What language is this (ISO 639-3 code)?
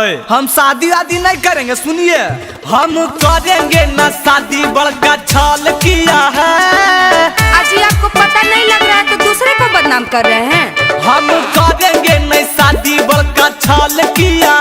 mag